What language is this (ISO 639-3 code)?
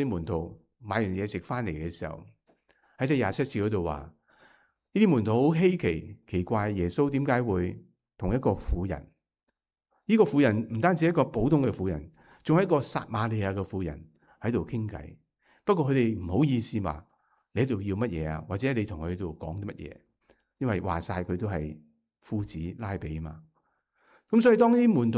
yue